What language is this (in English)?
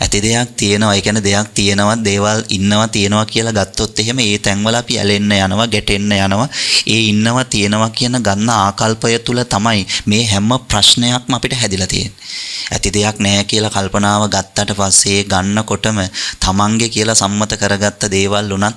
Sinhala